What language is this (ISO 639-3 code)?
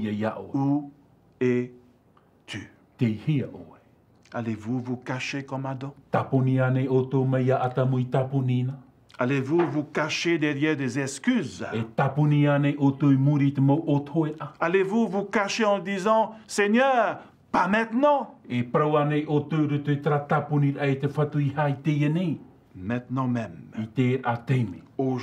tah